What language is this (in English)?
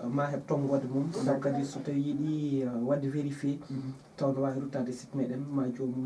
Fula